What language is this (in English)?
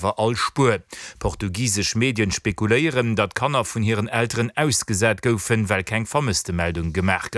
Luxembourgish